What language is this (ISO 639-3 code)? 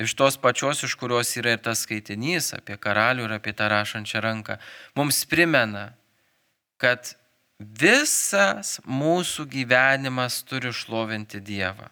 lit